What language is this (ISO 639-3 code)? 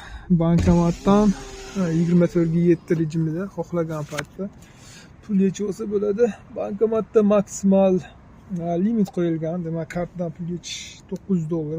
uzb